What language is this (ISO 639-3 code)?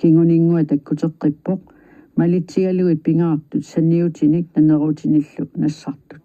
kal